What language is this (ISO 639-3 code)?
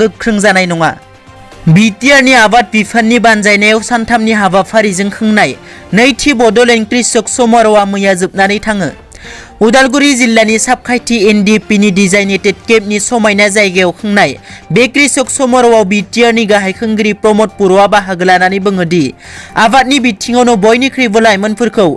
brx